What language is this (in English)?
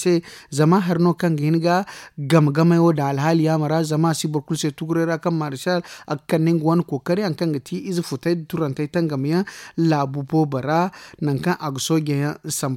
Zarma